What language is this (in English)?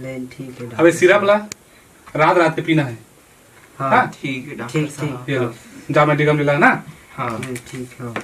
Chhattisgarhi